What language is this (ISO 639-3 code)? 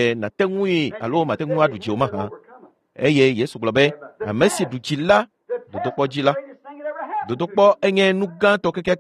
ewe